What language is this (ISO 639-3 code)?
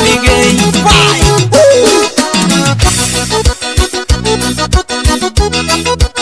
por